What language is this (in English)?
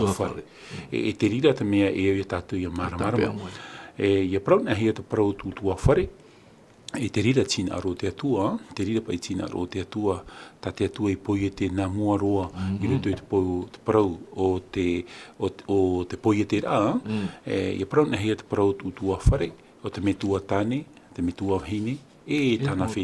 Tahitian